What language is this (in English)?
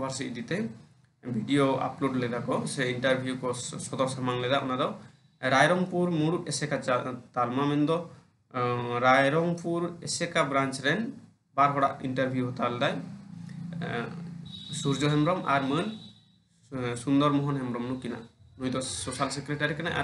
Santali